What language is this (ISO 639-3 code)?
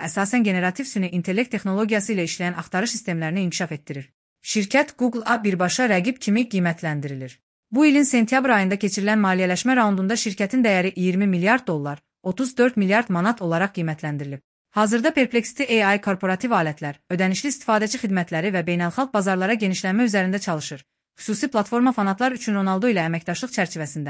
aze